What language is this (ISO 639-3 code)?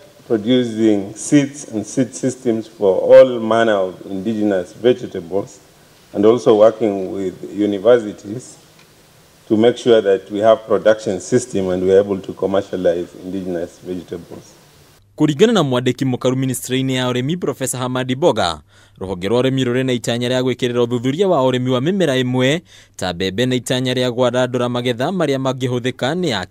kik